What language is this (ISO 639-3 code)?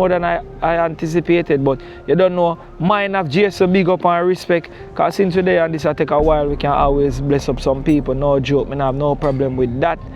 jam